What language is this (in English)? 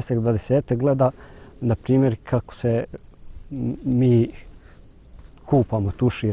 Bosnian